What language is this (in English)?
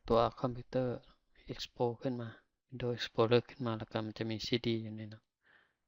Lao